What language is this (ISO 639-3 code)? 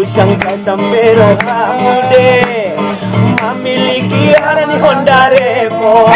akb